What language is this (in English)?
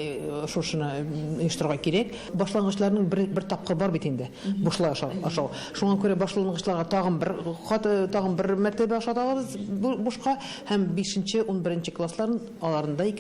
Tatar